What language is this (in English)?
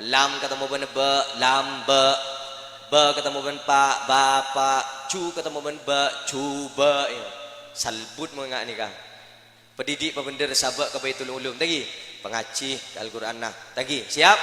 Madurese